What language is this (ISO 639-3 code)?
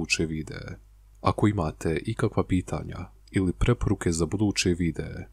bos